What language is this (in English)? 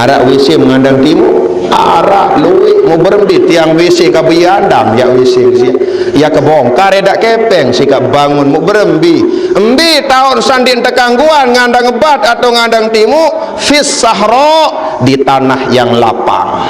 Sasak